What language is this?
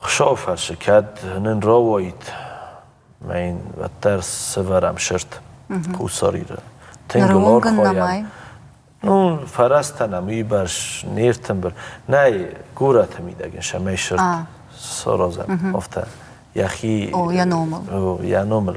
Ossetic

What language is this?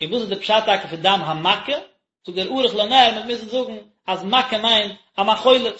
Yiddish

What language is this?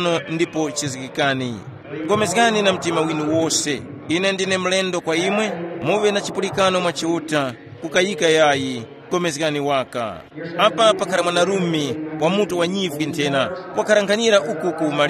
Tumbuka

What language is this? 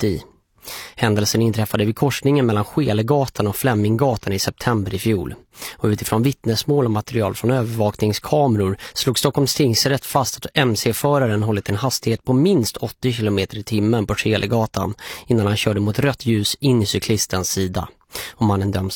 Swedish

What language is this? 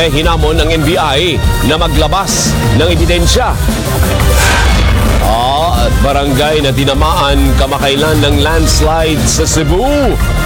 Filipino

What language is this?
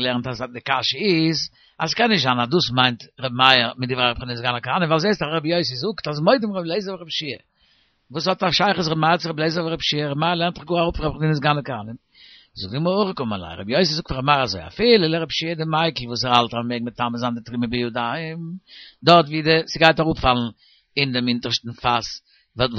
Yiddish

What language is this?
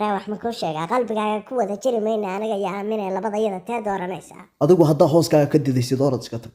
Somali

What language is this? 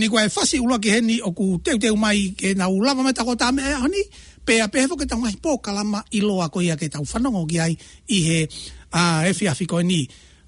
Tongan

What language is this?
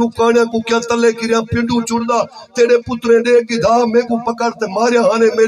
Saraiki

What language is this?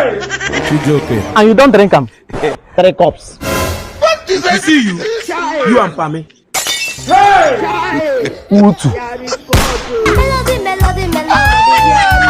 Nigerian Pidgin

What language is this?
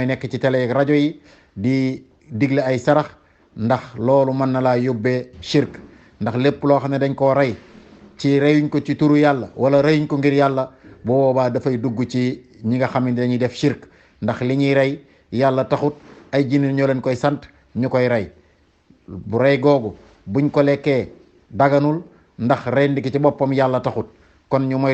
Wolof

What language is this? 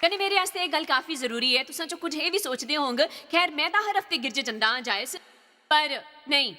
Dogri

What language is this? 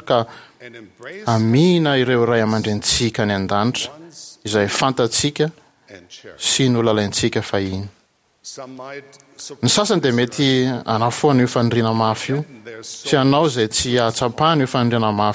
Malagasy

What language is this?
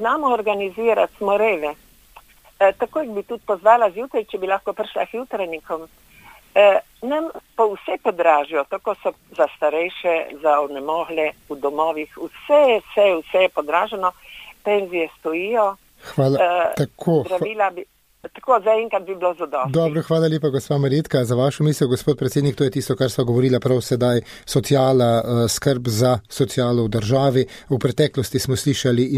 Slovenian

